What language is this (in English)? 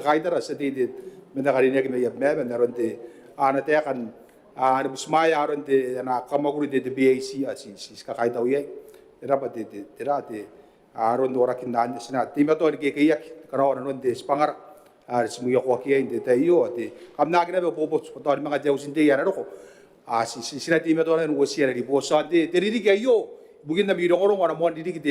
Gilbertese